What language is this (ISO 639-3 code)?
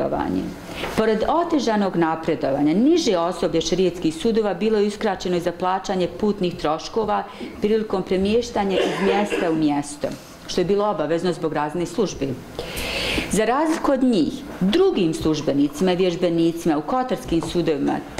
bos